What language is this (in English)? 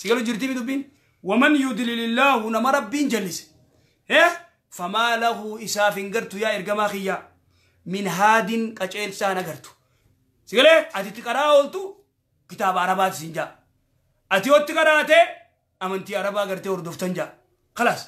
Oromo